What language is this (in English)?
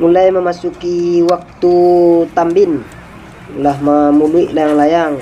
Minangkabau